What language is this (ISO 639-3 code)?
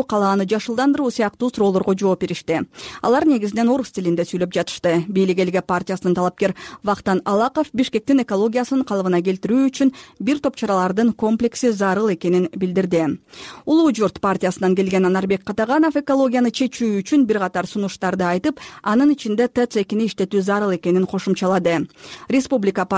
kir